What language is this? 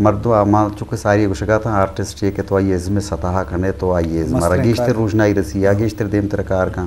Eastern Balochi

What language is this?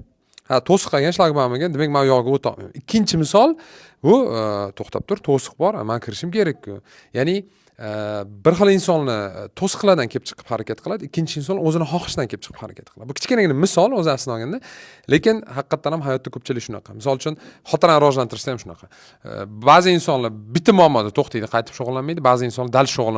Uzbek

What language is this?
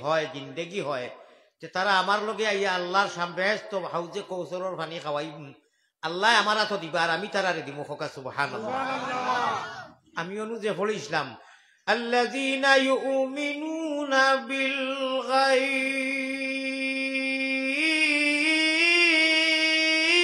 Sylheti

